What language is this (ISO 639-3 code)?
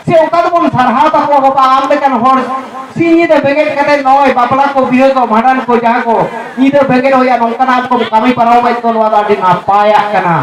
sat